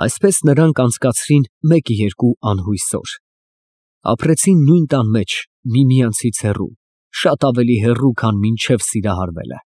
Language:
Armenian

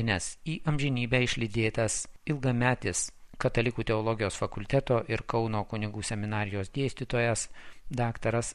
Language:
Lithuanian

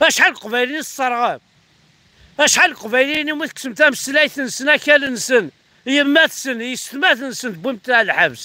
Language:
Kabyle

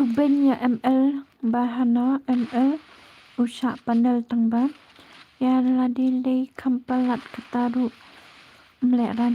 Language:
Khasi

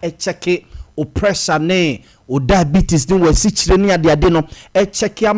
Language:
Akan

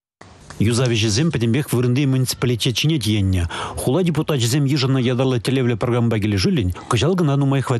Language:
Chuvash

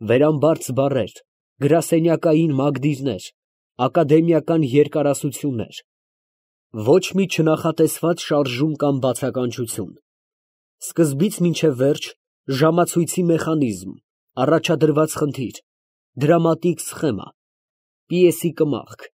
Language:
Armenian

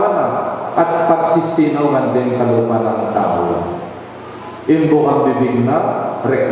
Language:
Pampanga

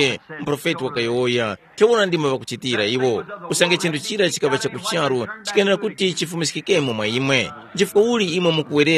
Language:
Tumbuka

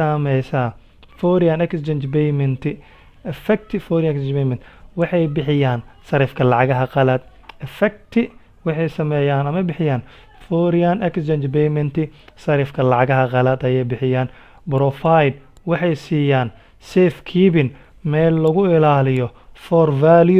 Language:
Somali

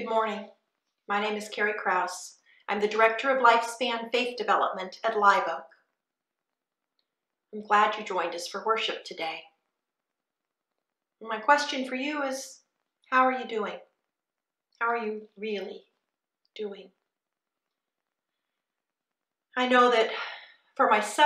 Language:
English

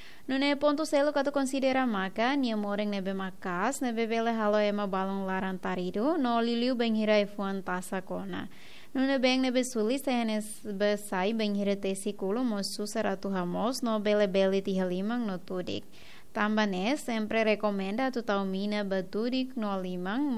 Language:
Tetum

